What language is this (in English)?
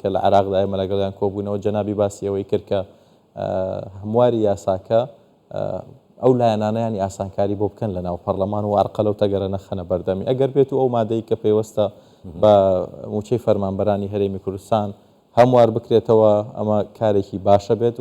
Central Kurdish